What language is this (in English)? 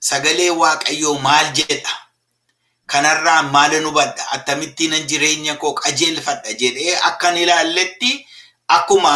Oromo